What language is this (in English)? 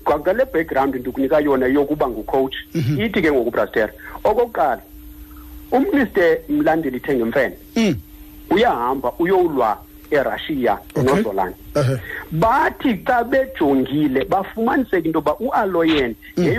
Xhosa